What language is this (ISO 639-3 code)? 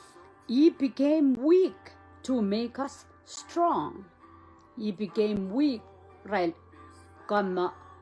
pon